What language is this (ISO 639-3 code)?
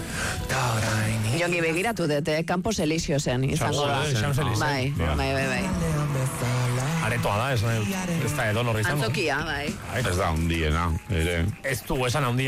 eus